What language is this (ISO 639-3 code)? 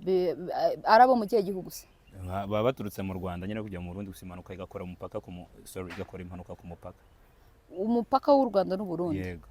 kin